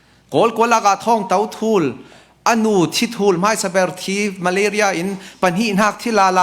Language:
Falam Chin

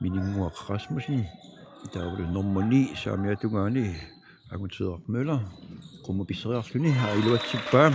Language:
Kalaallisut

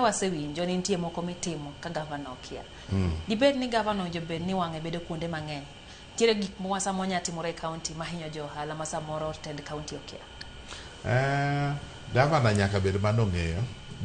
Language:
Luo (Kenya and Tanzania)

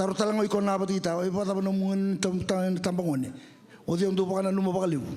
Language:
Fijian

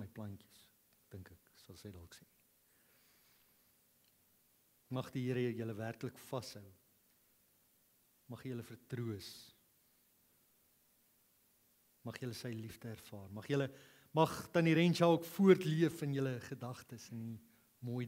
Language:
Afrikaans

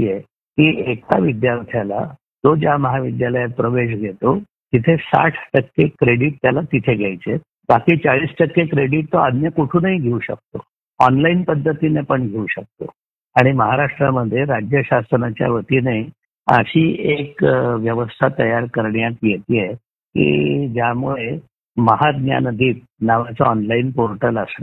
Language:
Marathi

